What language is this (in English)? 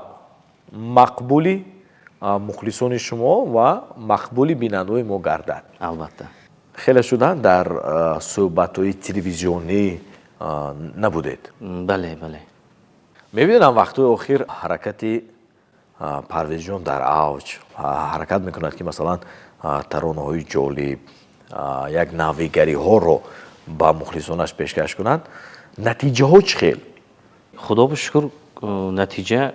Tajik